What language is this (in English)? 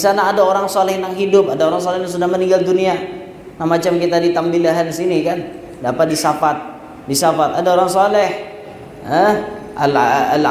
Banjar